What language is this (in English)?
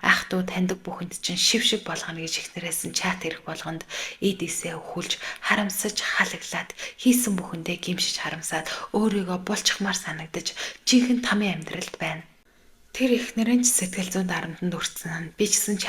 Mongolian